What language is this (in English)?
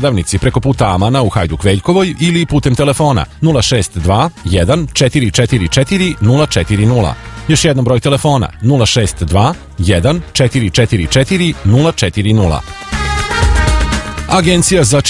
Serbian